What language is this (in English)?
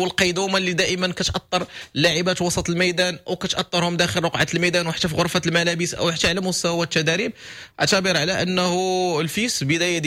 Moroccan Arabic